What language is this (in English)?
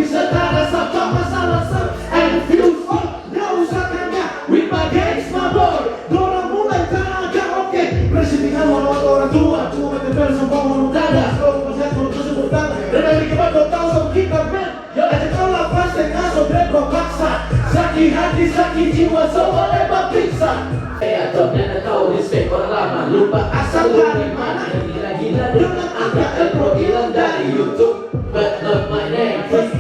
Manado Malay